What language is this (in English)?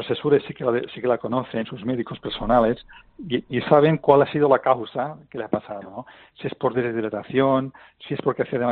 Spanish